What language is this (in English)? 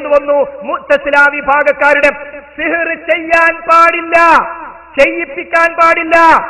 Malayalam